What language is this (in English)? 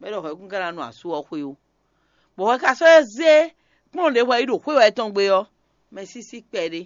Fon